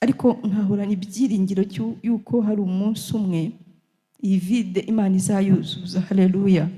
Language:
Kinyarwanda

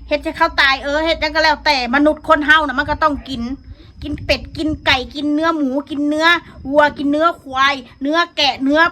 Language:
Northeastern Thai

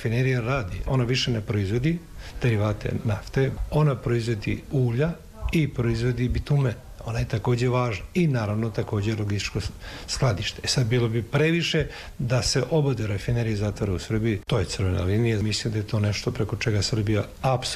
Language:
Serbian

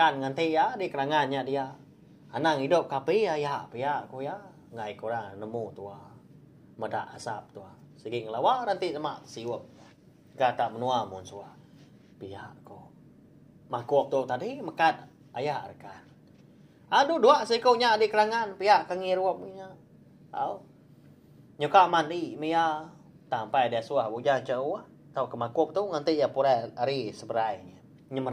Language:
Iban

